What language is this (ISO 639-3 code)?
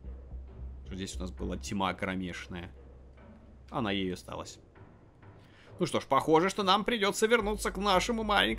rus